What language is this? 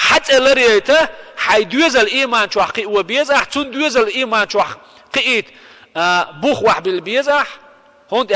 Chechen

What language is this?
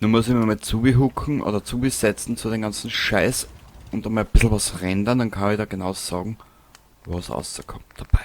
Bavarian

